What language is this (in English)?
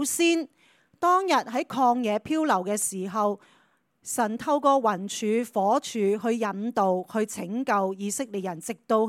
Cantonese